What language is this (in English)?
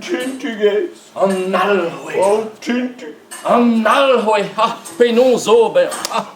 Breton